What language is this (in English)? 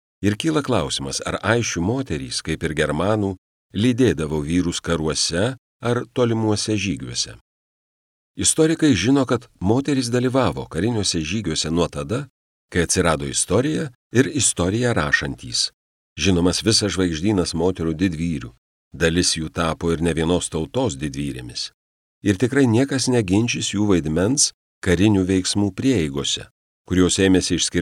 Lithuanian